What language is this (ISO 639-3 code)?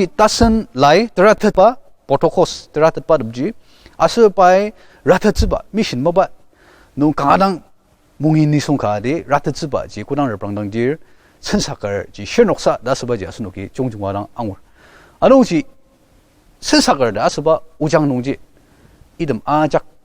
njo